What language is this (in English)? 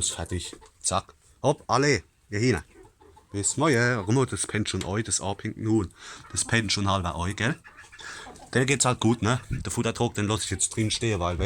Palatine German